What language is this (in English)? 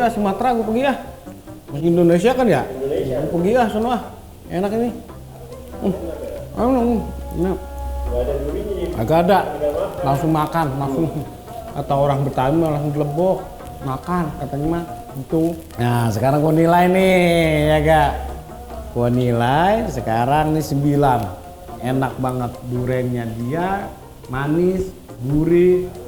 Betawi